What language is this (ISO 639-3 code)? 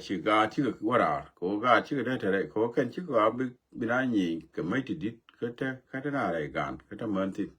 nus